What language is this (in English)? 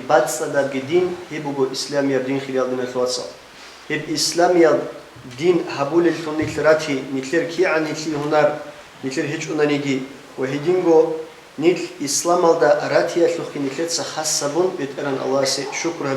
Avaric